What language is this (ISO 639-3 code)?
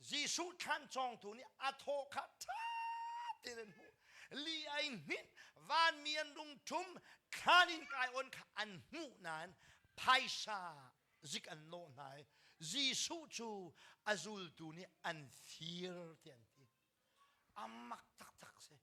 cnh